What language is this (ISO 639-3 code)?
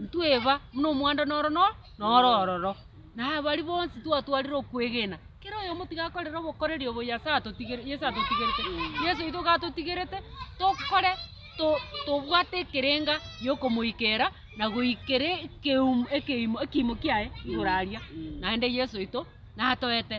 guz